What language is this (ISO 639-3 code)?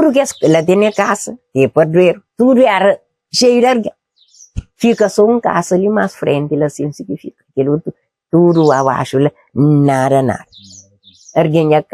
kea